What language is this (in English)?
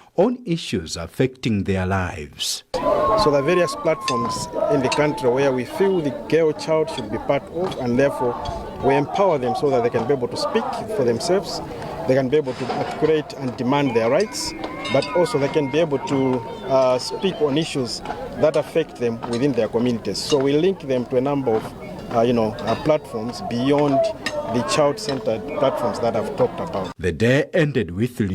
English